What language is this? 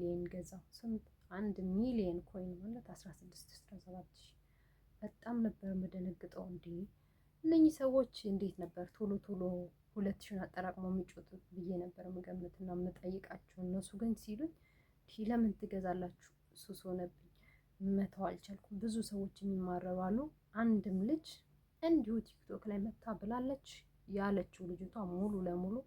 Amharic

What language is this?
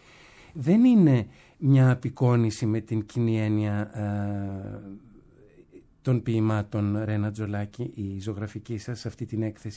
Greek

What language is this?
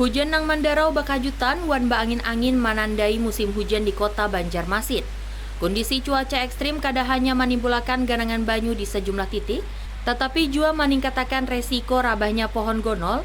Banjar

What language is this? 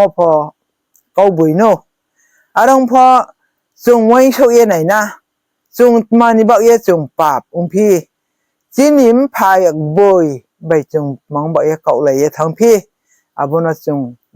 Riang (India)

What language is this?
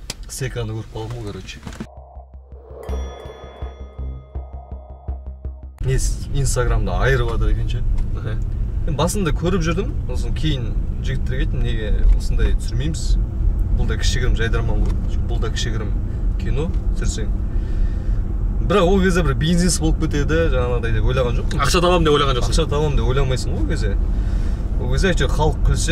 Kazakh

